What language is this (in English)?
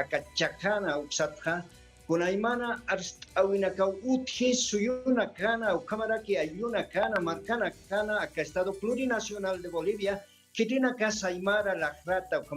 Aymara